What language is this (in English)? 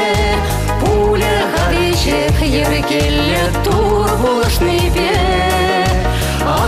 Chuvash